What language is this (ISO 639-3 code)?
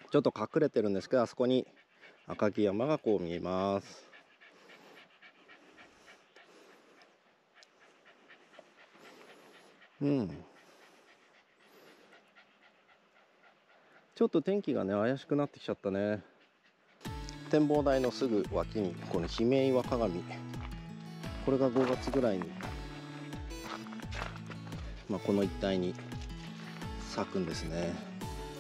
jpn